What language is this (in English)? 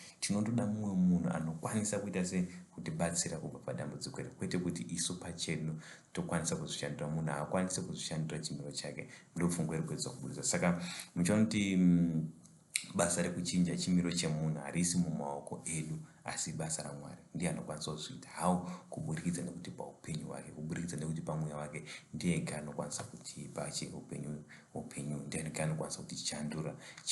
Shona